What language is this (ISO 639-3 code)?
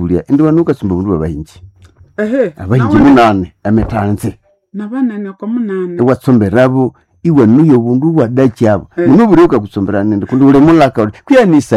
nnb